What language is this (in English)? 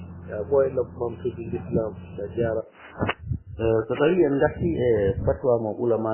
Fula